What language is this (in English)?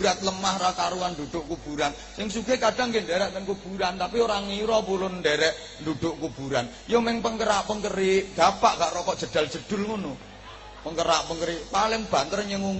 Javanese